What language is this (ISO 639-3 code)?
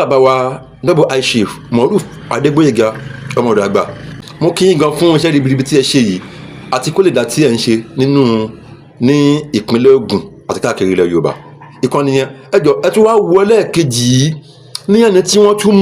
yor